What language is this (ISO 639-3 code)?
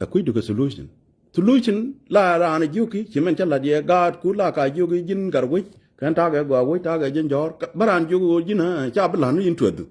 nus